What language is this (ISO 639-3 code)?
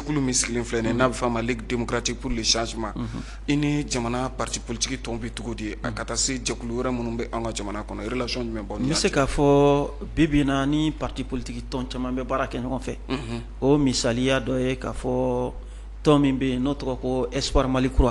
bam